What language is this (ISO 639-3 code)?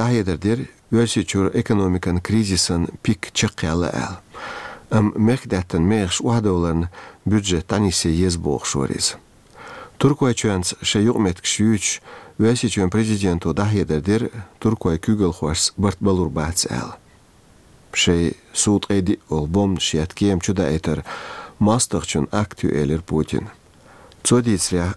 che